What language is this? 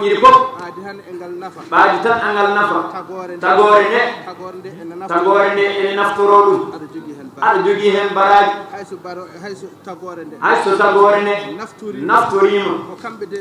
Fula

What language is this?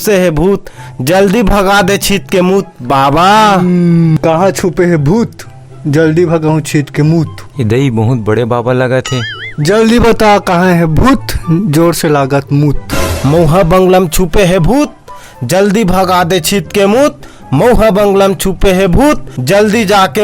Chhattisgarhi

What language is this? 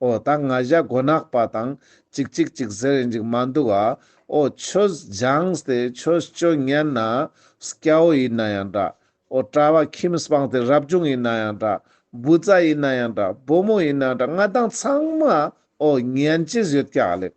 Ladakhi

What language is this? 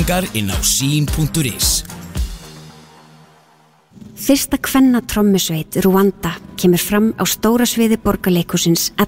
Icelandic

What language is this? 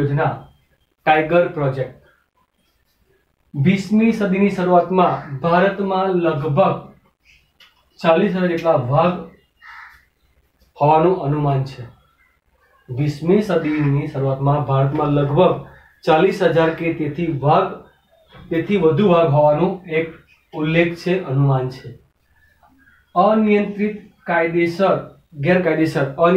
Gujarati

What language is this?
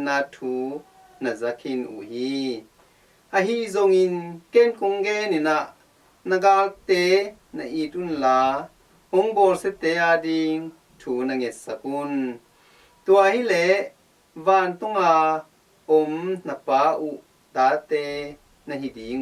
Tedim Chin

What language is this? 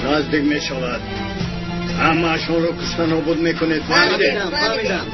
Tajik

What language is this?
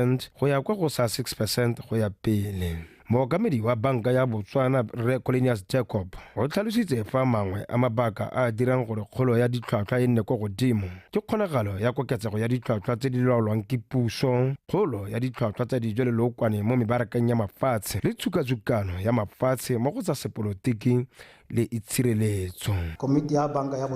Tswana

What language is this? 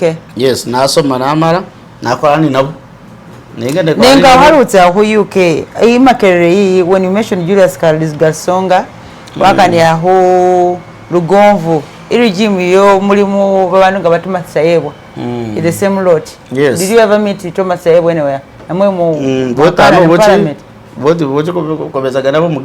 Masaaba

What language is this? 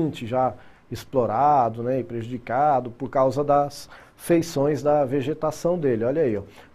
Portuguese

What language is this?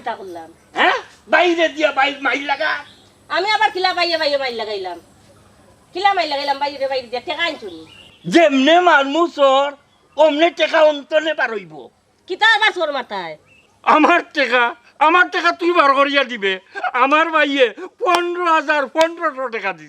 Sylheti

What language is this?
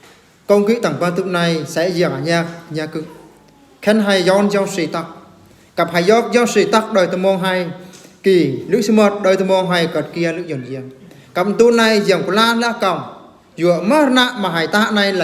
Eastern Bru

